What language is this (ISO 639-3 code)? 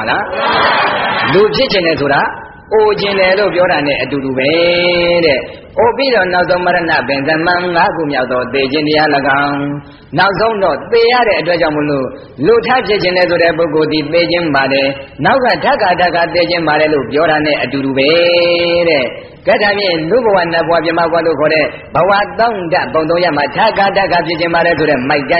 mya